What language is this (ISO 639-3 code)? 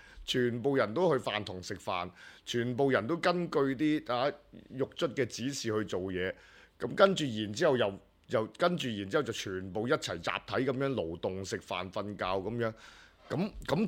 yue